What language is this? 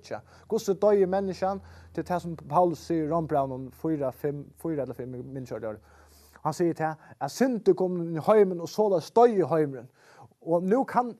Faroese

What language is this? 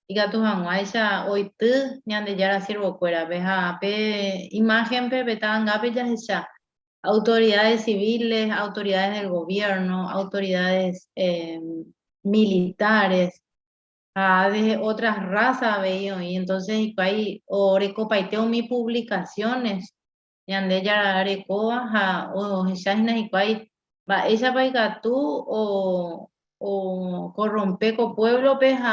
Guarani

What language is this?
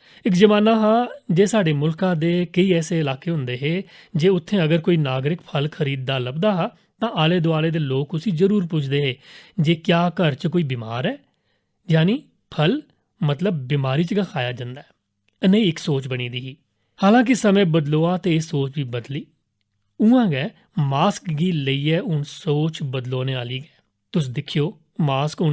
Dogri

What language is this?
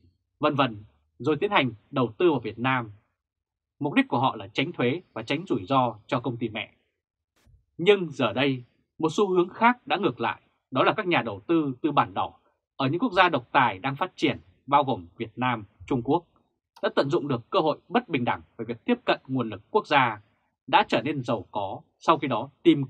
Vietnamese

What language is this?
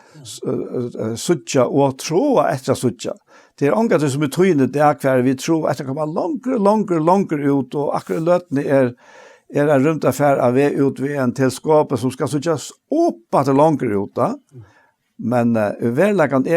Faroese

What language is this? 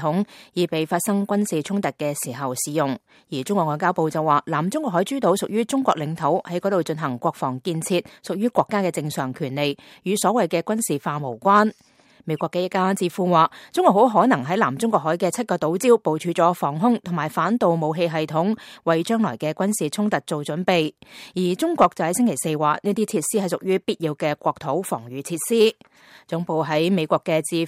Cantonese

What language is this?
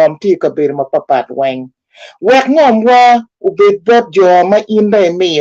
Acoli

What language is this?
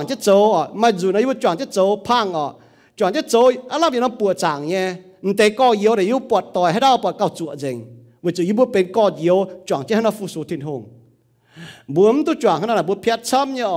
Iu Mien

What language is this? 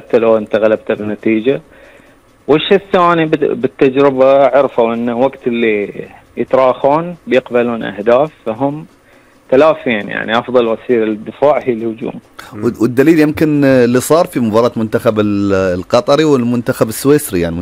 Gulf Arabic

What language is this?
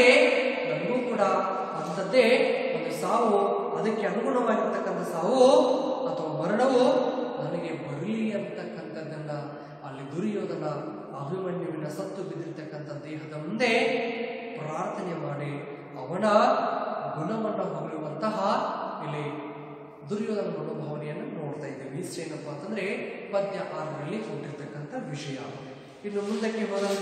Kannada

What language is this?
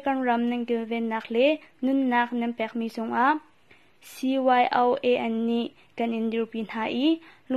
Hakha Chin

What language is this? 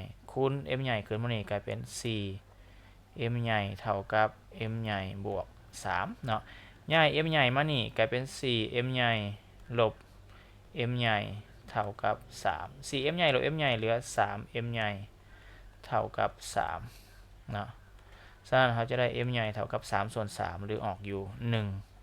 Lao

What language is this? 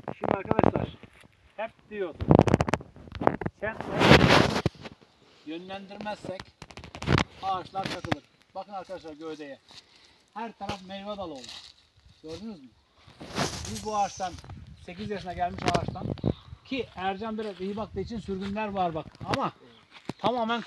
Turkish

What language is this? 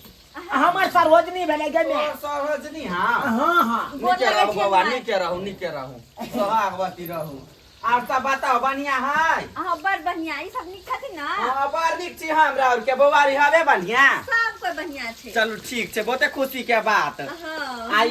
Maithili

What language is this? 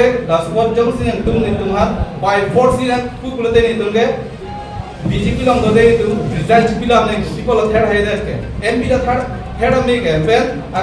Karbi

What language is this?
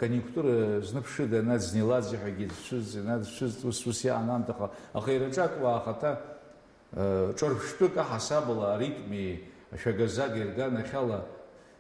Abkhazian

